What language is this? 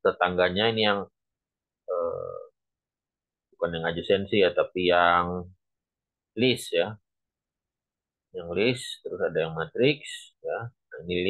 Indonesian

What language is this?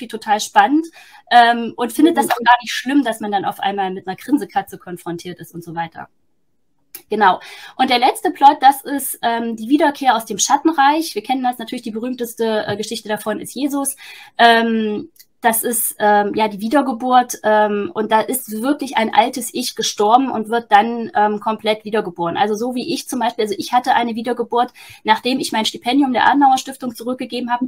German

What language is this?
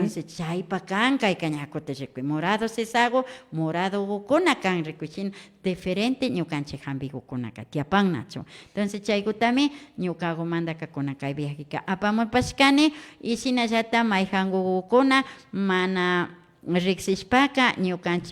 Imbabura Highland Quichua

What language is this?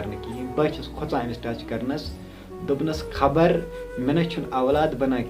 Kashmiri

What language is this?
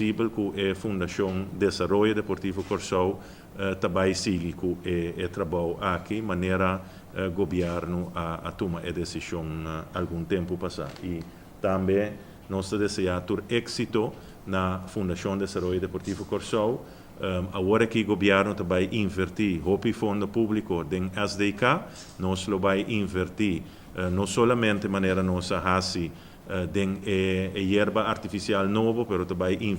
Papiamento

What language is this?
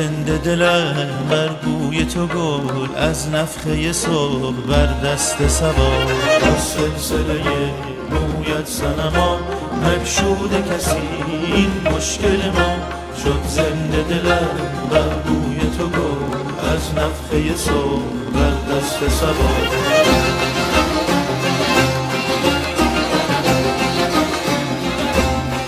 Persian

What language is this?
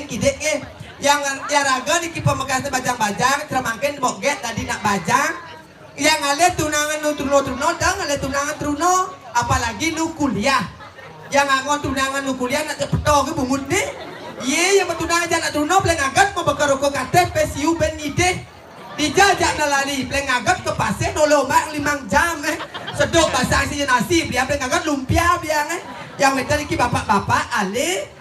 Balinese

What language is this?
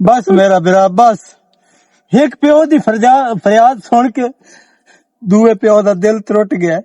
Western Panjabi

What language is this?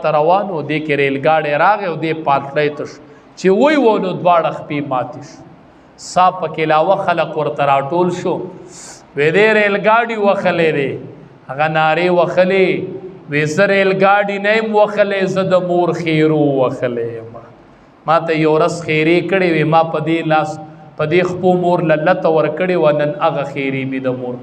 Pashto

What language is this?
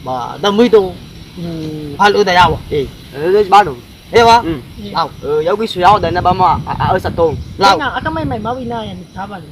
Nias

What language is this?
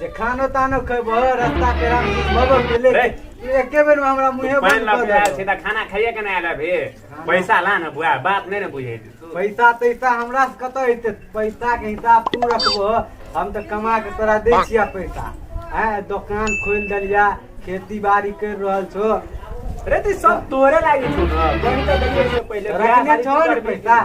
Maithili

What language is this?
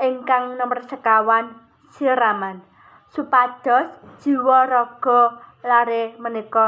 Javanese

